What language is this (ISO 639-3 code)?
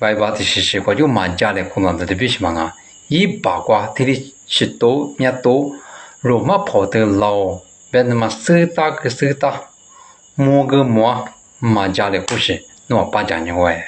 lis